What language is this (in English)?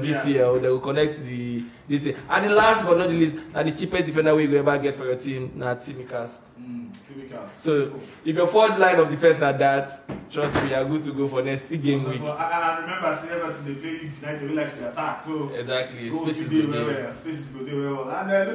Nigerian Pidgin